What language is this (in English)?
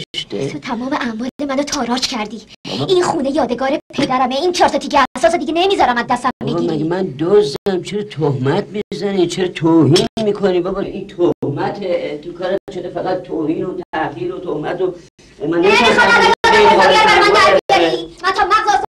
Persian